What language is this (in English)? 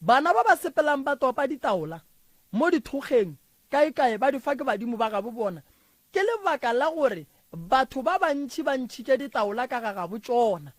Northern Sotho